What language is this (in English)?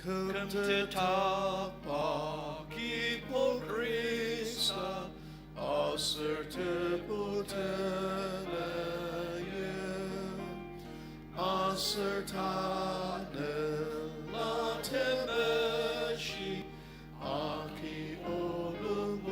Ao Naga